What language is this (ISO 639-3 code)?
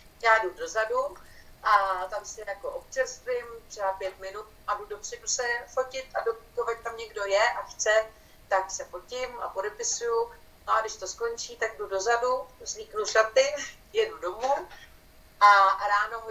ces